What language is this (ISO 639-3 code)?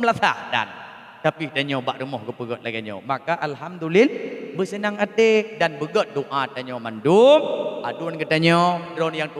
ace